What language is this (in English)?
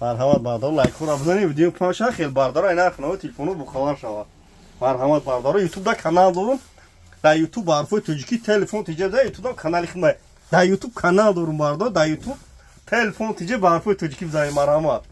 Tajik